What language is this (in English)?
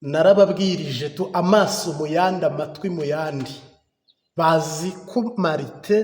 Kinyarwanda